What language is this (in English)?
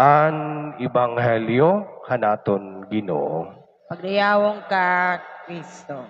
Waray